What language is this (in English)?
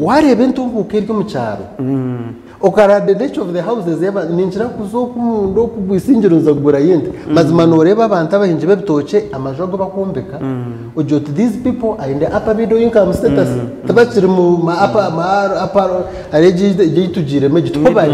Nyankole